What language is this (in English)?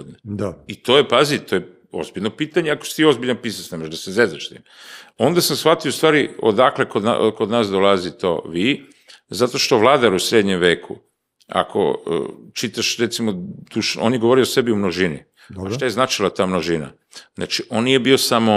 Serbian